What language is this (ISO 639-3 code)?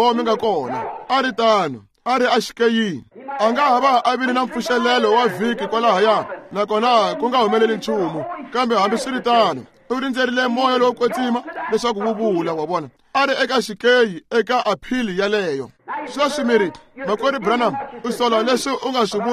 tso